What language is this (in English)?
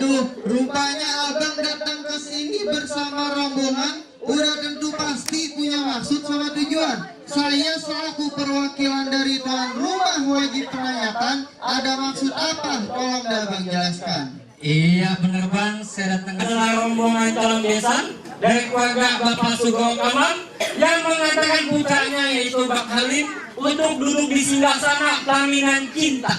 Betawi